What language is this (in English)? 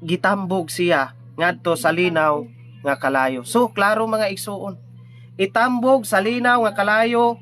Cebuano